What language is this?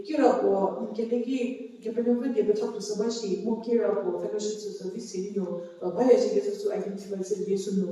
Angami Naga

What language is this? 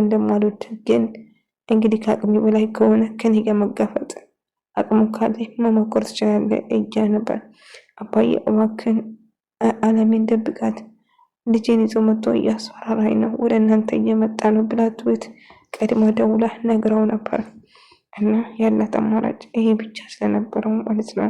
Amharic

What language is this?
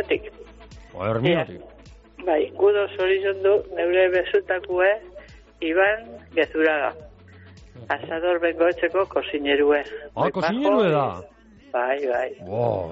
Basque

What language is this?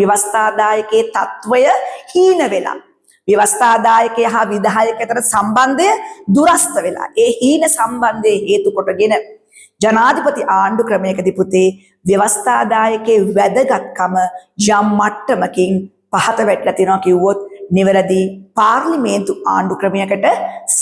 Sinhala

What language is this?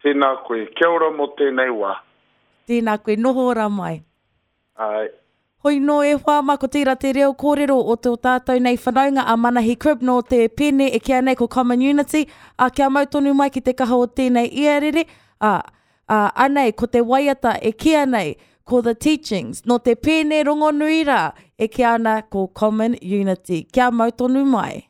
Māori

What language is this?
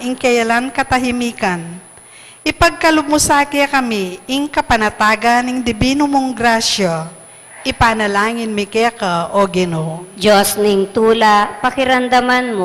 Pampanga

